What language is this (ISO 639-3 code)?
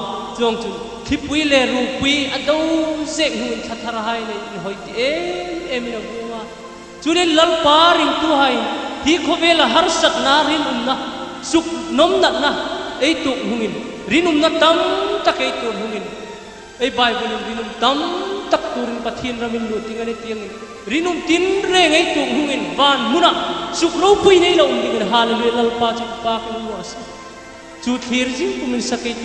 hmr